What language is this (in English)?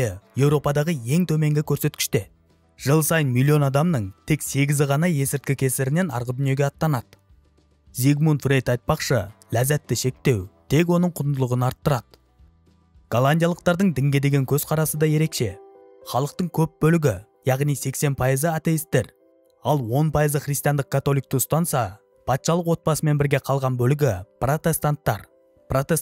Kazakh